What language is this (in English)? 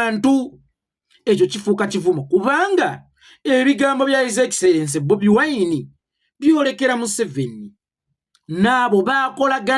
Ganda